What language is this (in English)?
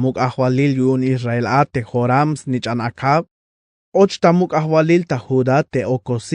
Tzeltal